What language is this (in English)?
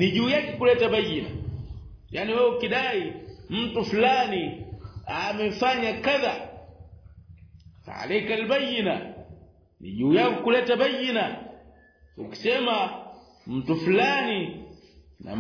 Swahili